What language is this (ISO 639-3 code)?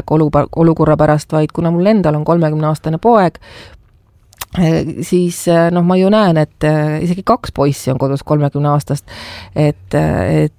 est